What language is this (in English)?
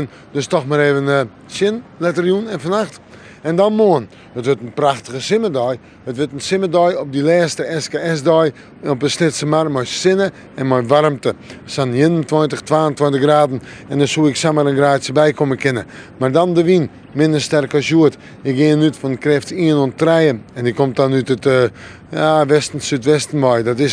Western Frisian